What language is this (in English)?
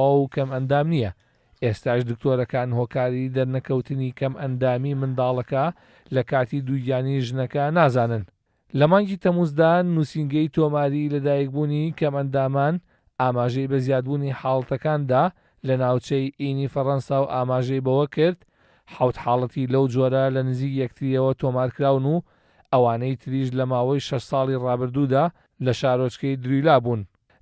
Central Kurdish